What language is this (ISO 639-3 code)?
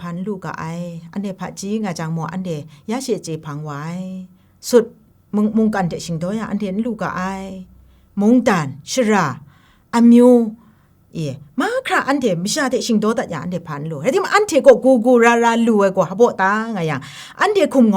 kac